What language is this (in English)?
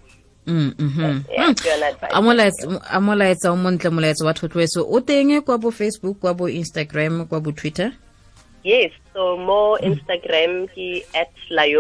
Tswana